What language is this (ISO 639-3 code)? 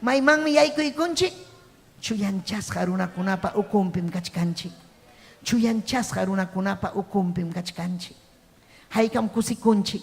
quy